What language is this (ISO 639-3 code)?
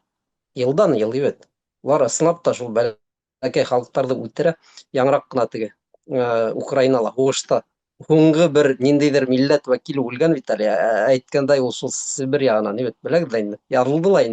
bak